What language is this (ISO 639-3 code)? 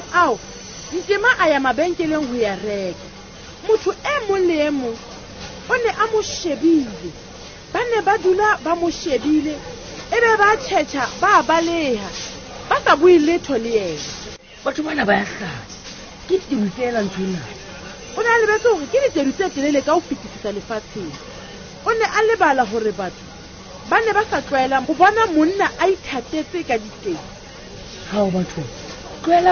sot